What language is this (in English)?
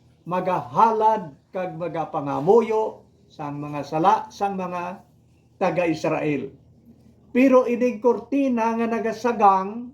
Hiligaynon